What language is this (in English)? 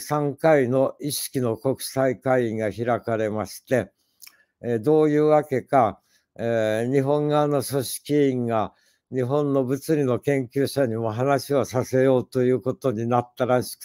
Japanese